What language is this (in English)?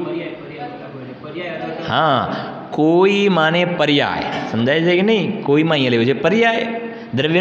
Gujarati